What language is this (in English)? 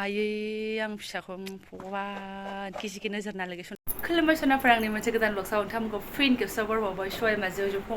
Bodo